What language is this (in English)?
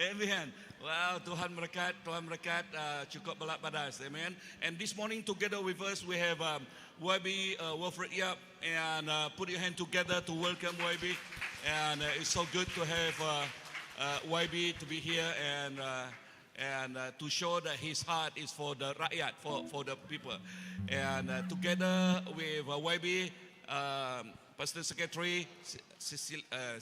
Iban